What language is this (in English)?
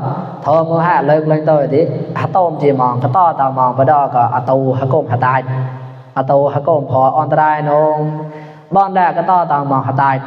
Mon